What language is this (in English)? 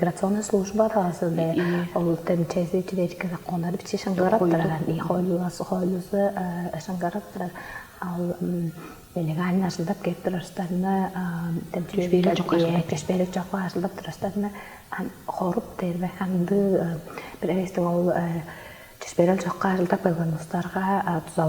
Tuvinian